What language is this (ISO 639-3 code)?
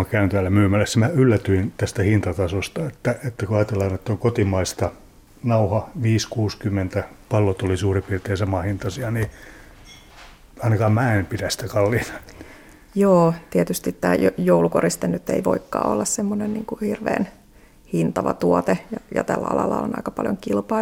fin